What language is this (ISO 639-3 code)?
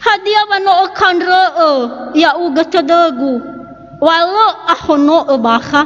nia